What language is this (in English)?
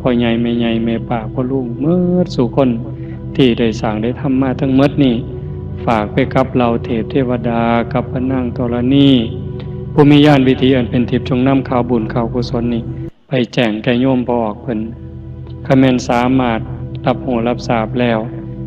Northeastern Thai